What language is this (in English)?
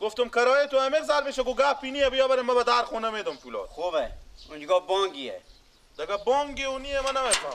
Persian